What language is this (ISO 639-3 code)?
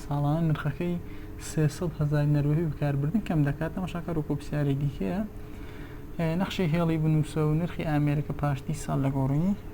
ckb